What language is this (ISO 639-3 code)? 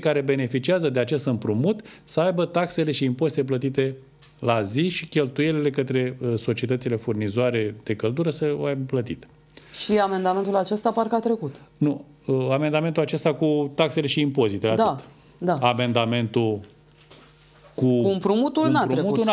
ron